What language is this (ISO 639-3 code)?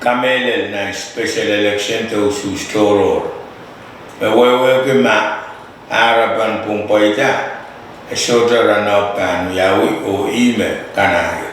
pon